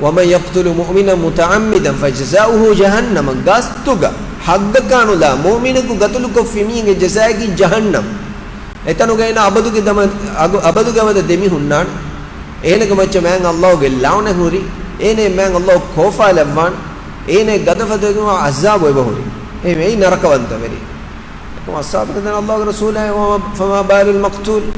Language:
Divehi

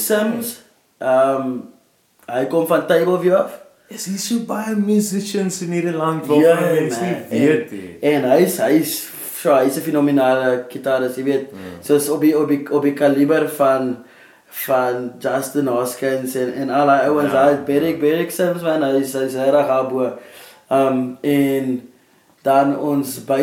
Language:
Afrikaans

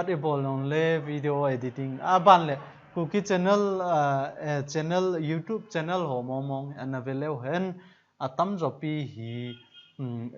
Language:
Thado Chin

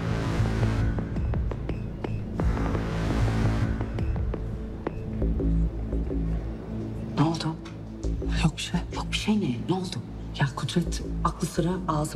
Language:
Turkish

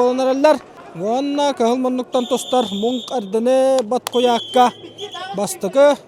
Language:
Yakut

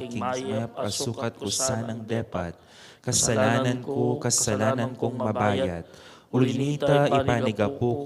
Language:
Pampanga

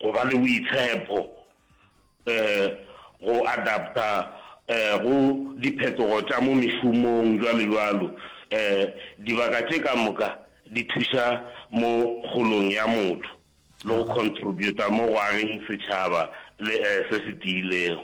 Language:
Northern Sotho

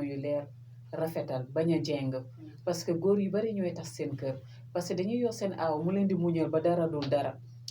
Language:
Wolof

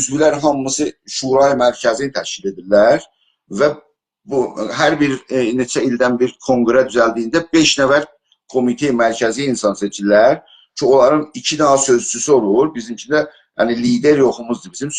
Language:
South Azerbaijani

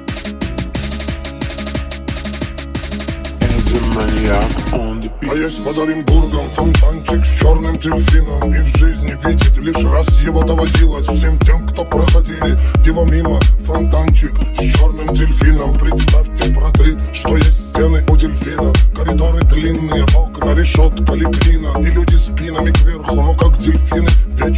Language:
Russian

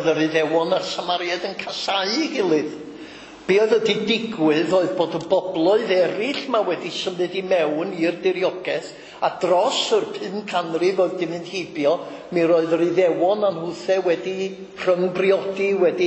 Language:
Welsh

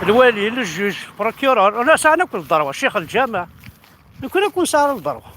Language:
Kabyle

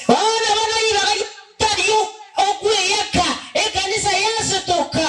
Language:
Gusii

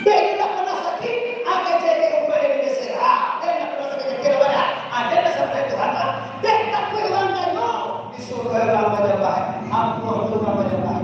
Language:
Minangkabau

